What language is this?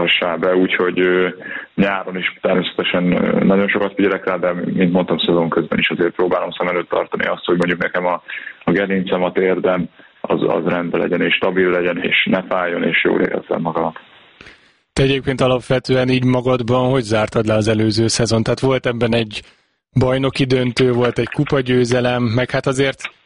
Hungarian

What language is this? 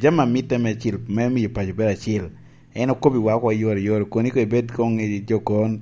Lango (Uganda)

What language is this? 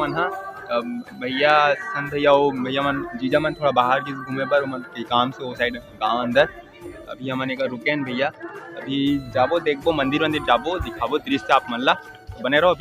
Chhattisgarhi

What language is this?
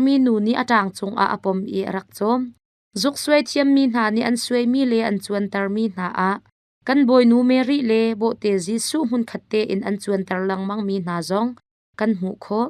Hakha Chin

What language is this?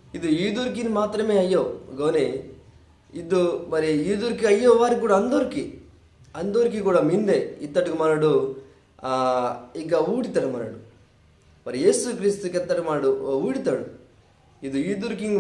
Koya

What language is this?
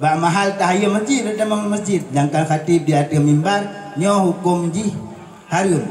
Achinese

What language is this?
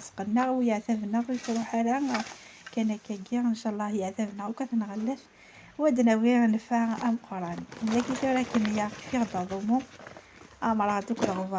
Kabyle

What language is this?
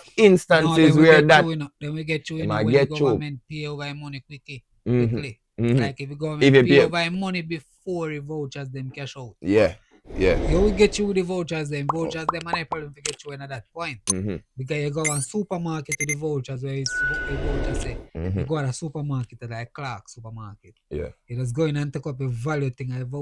Jamaican Creole English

